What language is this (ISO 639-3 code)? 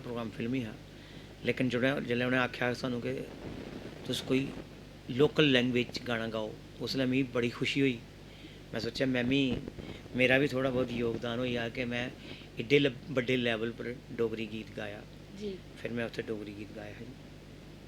doi